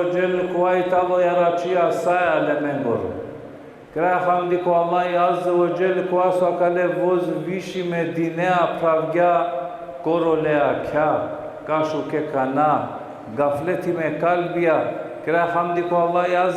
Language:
Balkan Romani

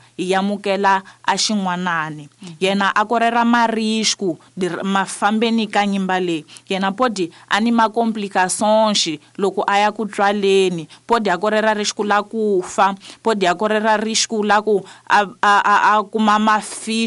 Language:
Tsonga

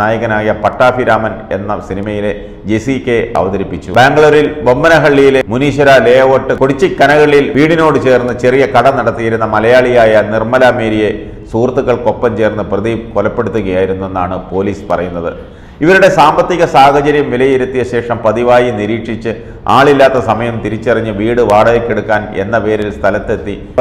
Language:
Malayalam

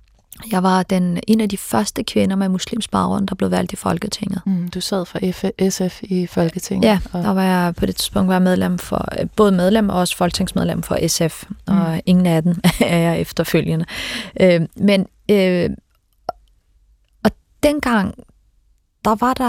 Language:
Danish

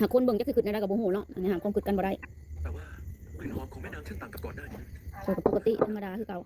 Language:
Northeastern Thai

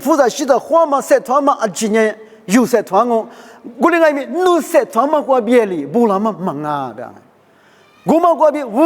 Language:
Lisu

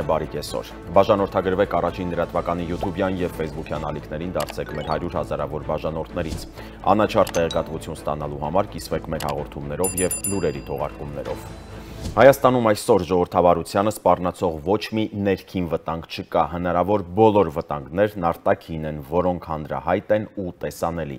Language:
Armenian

